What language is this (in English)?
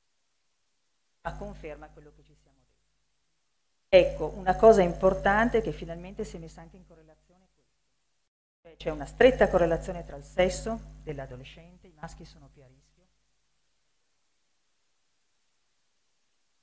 Italian